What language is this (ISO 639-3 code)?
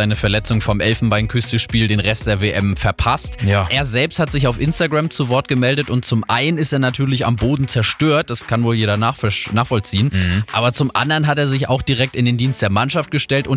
deu